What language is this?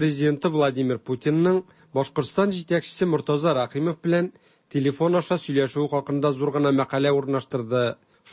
Tatar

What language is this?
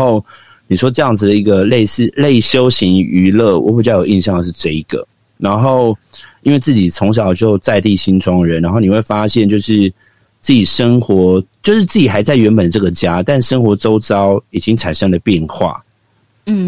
Chinese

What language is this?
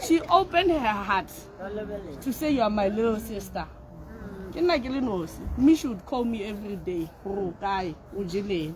Tswana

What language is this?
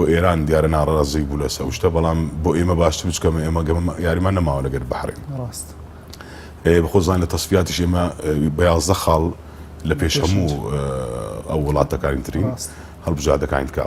Central Kurdish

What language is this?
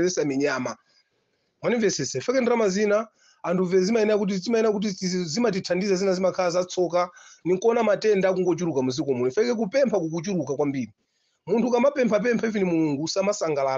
Nyanja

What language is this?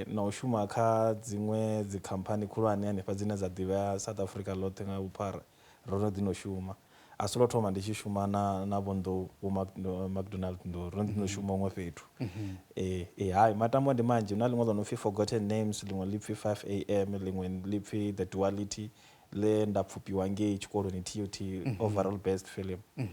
Venda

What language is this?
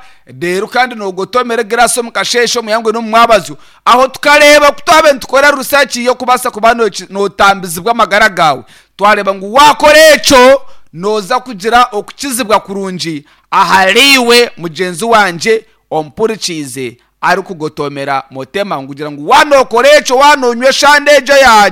Nyankole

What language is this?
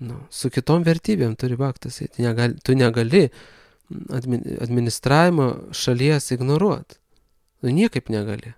Lithuanian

